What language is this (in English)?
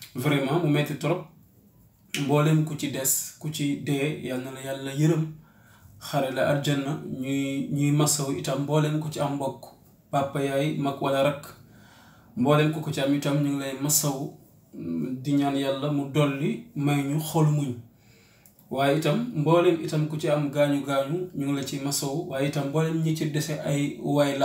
Wolof